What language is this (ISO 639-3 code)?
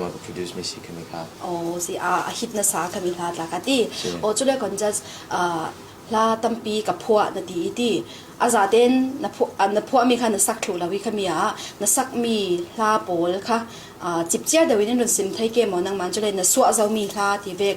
cfm